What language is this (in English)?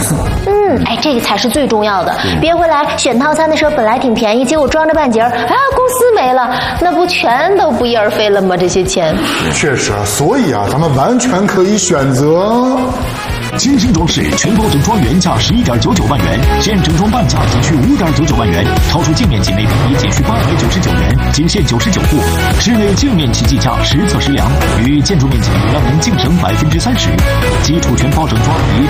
Chinese